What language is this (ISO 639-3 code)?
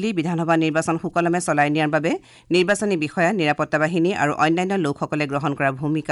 asm